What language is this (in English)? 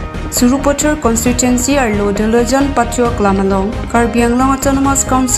Karbi